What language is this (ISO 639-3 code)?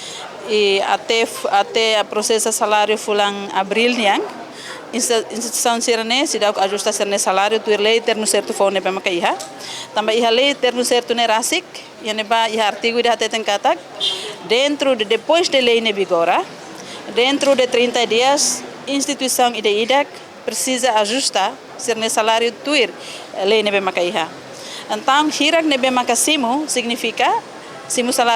tet